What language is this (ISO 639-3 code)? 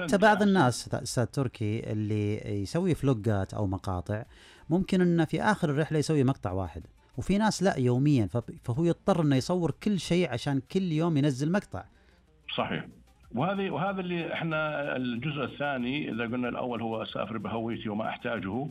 ars